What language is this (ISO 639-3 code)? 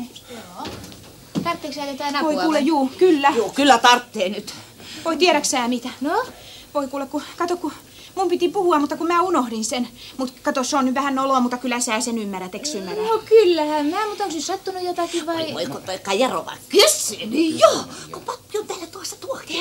fin